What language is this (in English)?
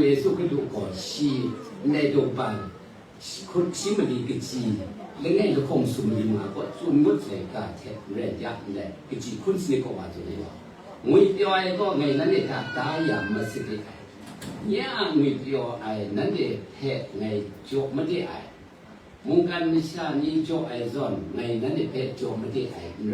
Kachin